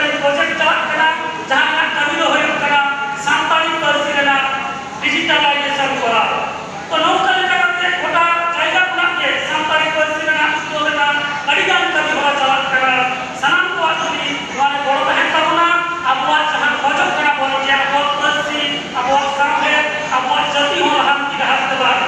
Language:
Santali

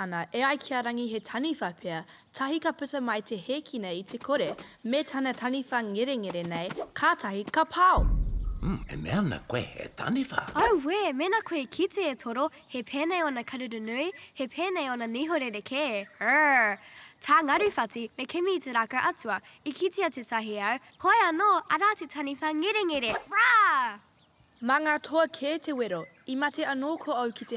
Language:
Māori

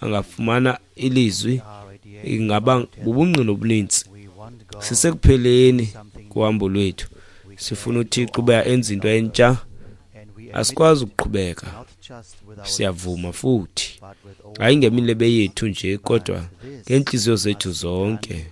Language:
Xhosa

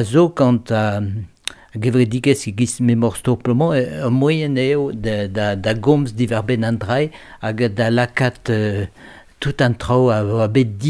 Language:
Breton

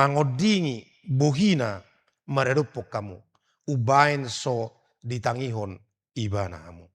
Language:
Batak Toba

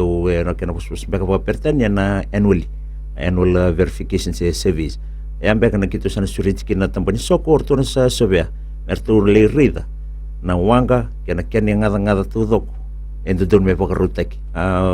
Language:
Fijian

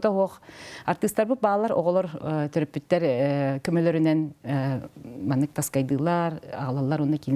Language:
Yakut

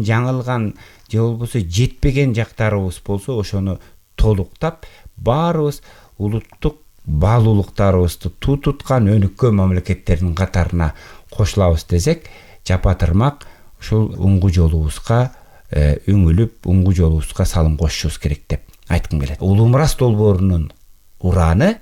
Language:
Kyrgyz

